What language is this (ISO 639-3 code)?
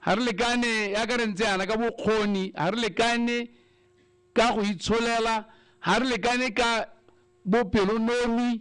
tsn